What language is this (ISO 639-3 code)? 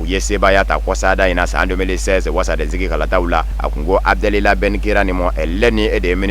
bam